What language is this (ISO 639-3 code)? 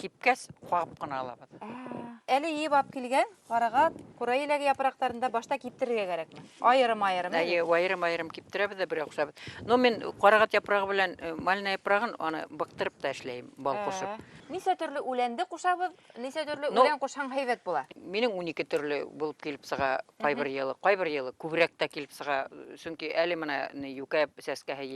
bak